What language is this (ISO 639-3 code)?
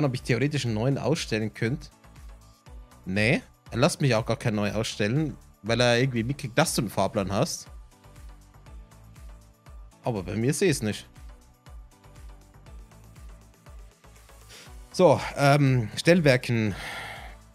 deu